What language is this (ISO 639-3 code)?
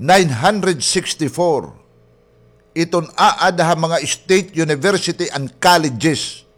war